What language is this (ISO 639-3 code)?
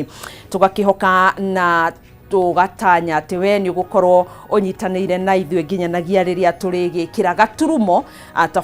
kik